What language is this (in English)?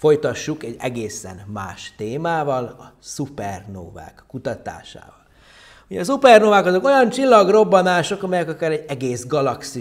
Hungarian